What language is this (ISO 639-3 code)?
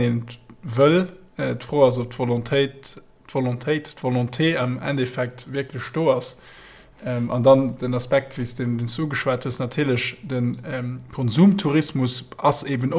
ltz